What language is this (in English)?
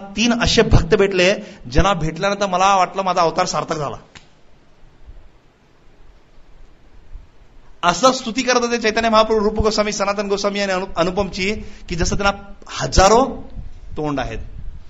Marathi